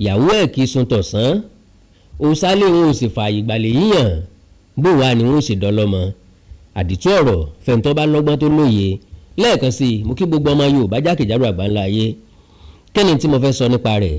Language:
Yoruba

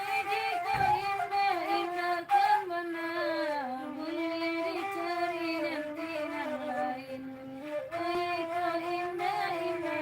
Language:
Minangkabau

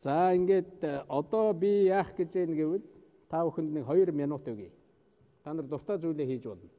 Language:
Mongolian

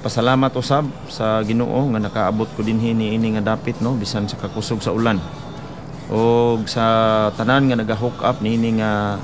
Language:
Cebuano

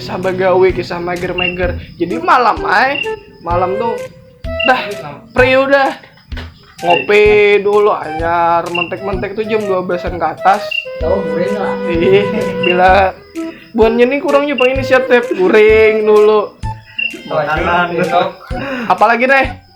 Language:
Banjar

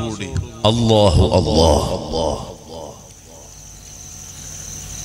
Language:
Malayalam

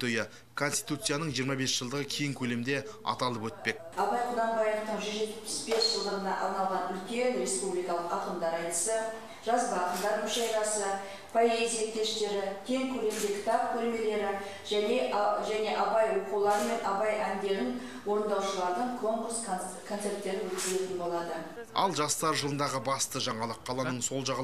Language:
Kazakh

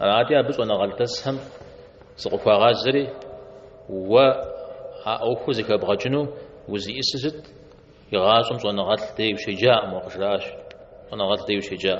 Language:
Kabardian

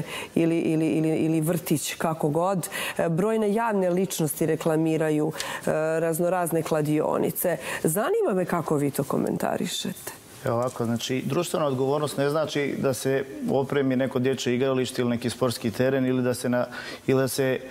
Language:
Bosnian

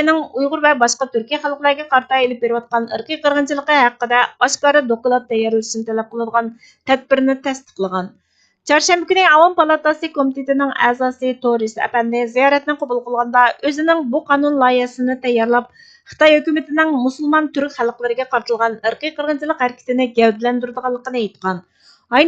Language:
Uyghur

